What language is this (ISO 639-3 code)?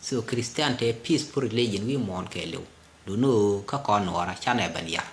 nus